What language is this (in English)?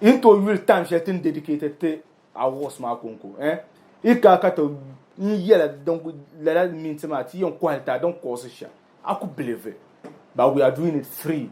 Dagbani